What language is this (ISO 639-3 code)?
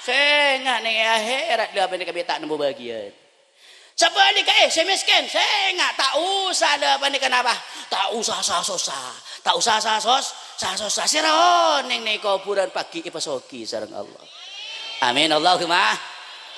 mad